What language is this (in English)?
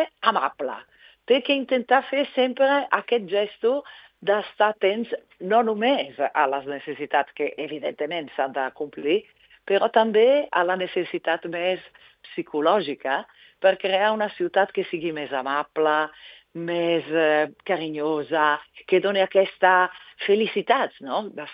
Catalan